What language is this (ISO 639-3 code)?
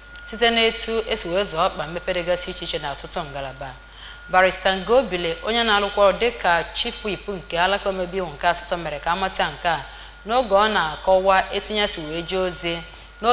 ibo